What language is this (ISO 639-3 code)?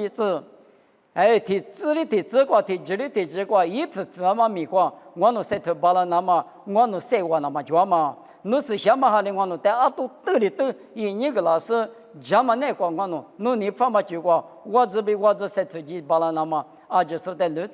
lis